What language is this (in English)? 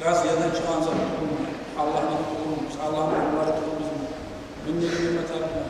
Kumyk